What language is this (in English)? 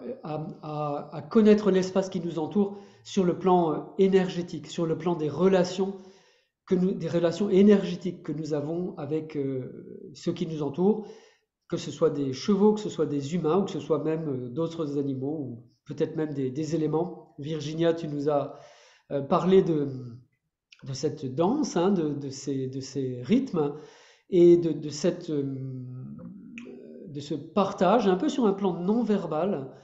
French